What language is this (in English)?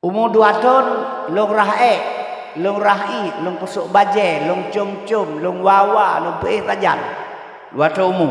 Achinese